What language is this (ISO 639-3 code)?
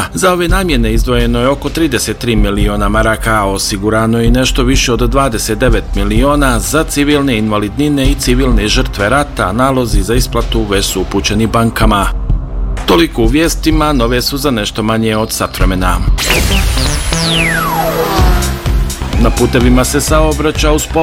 bos